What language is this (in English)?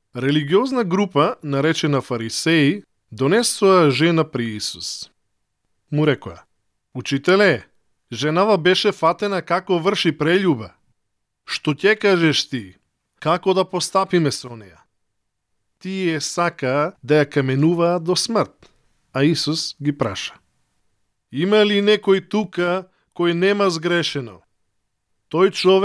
Macedonian